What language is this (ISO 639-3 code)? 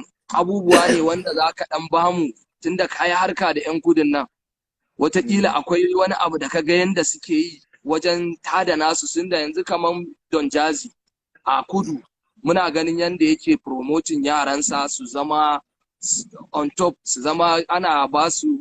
hau